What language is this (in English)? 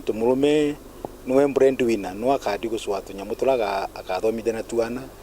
Meru